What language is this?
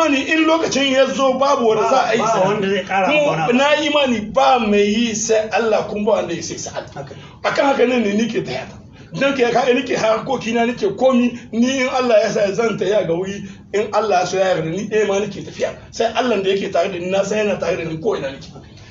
Hausa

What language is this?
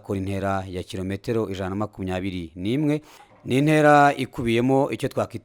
Kinyarwanda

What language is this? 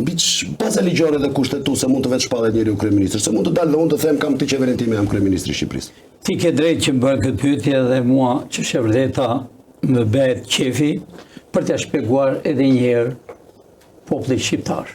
Albanian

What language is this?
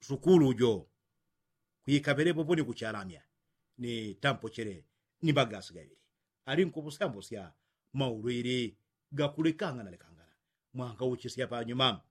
Yao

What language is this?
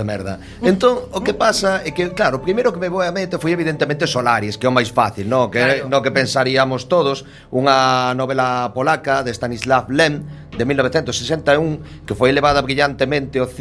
Galician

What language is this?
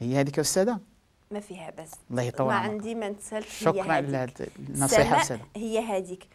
Moroccan Arabic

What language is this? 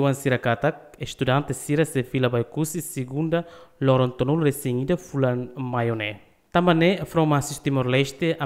Tetum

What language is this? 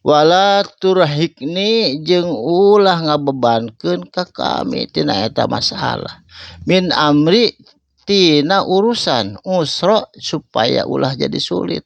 Sundanese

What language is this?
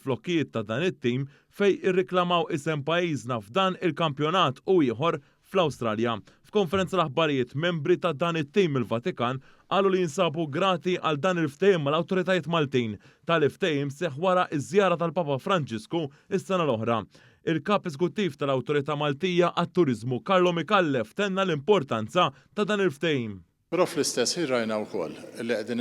Maltese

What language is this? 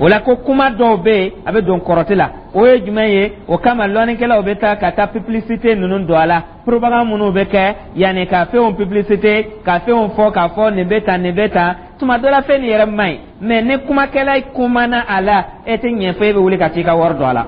Dyula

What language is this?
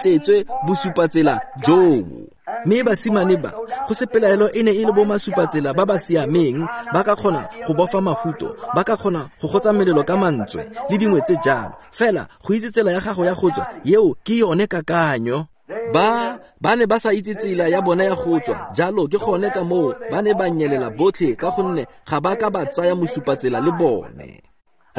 Tswana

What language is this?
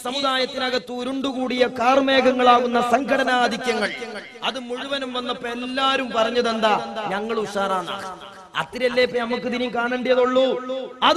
Malayalam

